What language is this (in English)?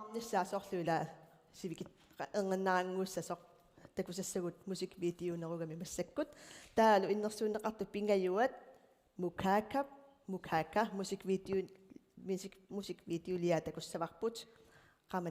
Kalaallisut